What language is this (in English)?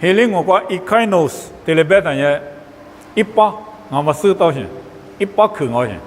Lisu